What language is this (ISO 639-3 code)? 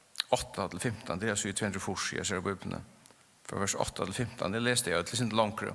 fao